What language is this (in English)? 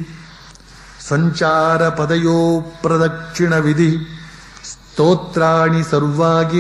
Kannada